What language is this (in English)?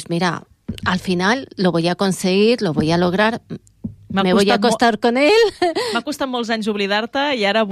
Catalan